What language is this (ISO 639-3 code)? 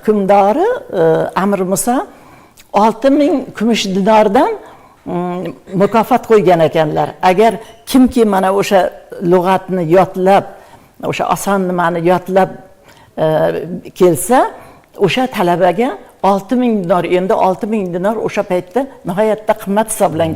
uzb